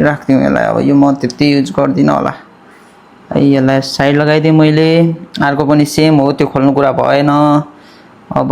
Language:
Nepali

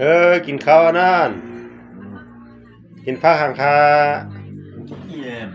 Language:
Shan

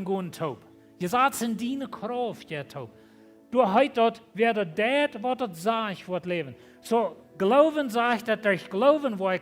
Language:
Plautdietsch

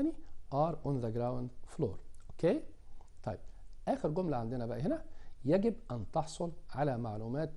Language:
Egyptian Arabic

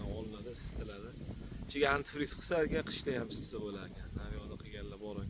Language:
Uzbek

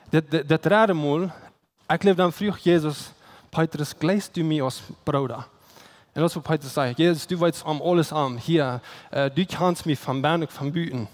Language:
Plautdietsch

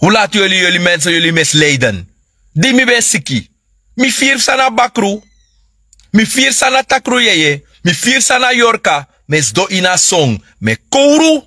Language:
Sranan Tongo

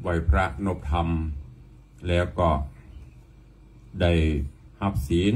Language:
Thai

